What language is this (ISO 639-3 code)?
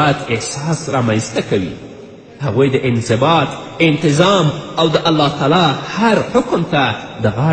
pus